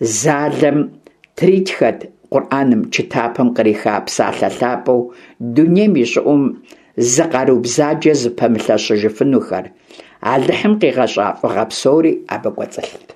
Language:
Kabardian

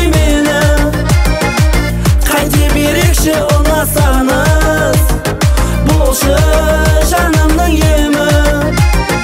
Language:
Kazakh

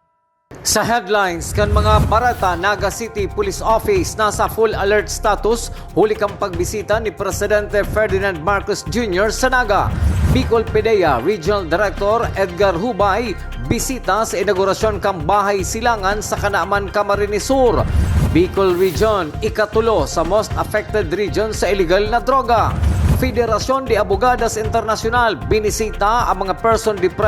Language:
Bikol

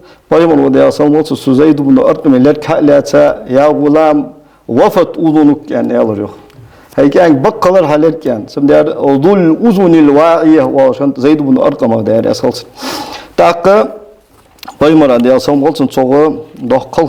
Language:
Ingush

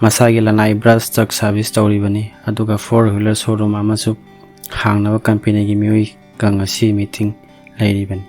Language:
Manipuri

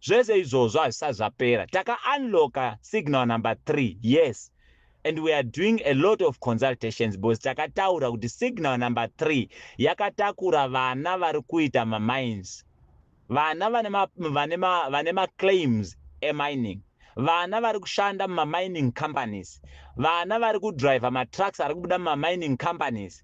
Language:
Shona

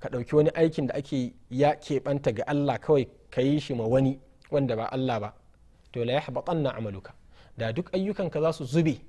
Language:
Hausa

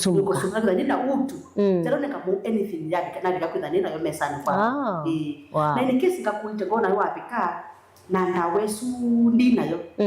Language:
Kamba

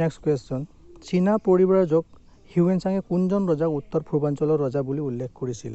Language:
Assamese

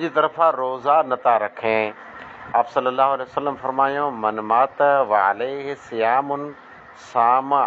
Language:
Sindhi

